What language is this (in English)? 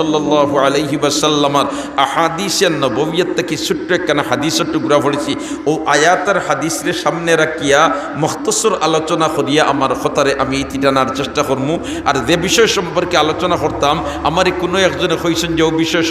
Sylheti